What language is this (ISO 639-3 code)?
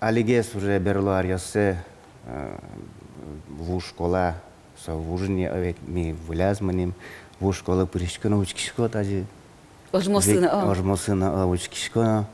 udm